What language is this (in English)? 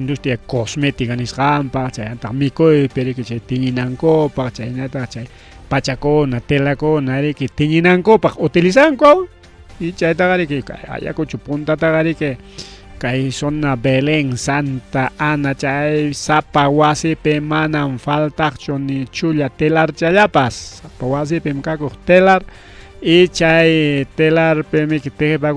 Ayacucho Quechua